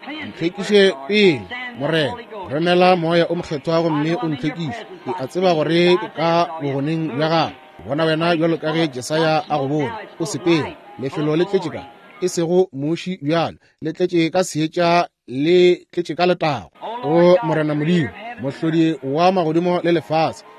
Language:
Northern Sotho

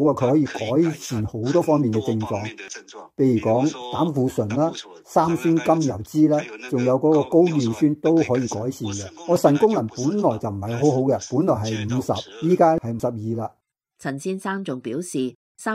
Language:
Cantonese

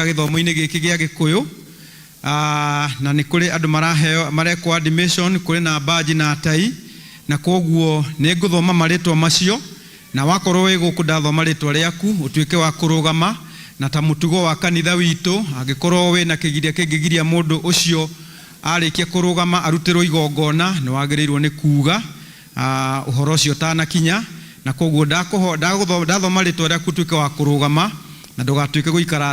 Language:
Kikuyu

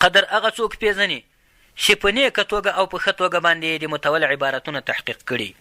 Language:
Pashto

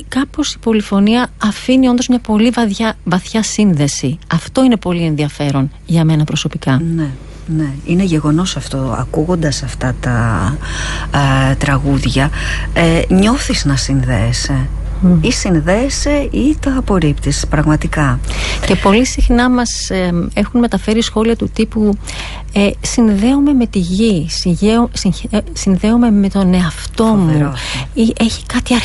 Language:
Greek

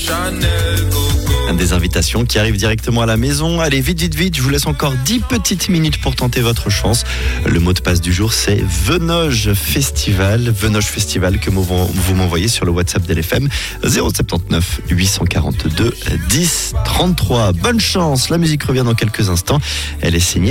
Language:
French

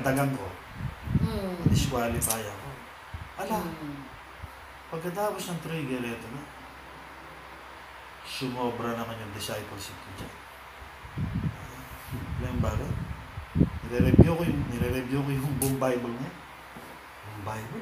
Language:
Filipino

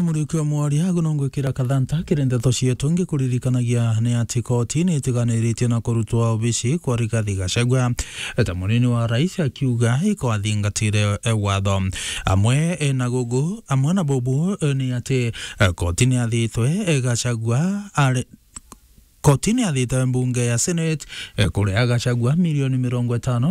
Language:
Meru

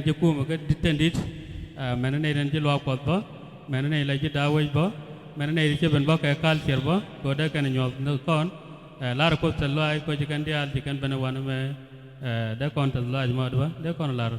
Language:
Nuer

